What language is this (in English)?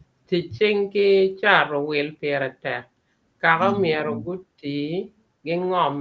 Acoli